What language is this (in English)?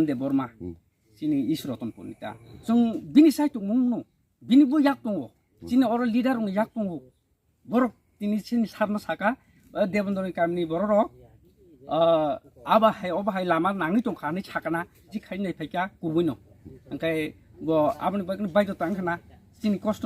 Kok Borok